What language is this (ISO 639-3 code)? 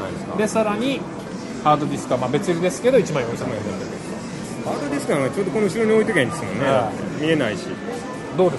jpn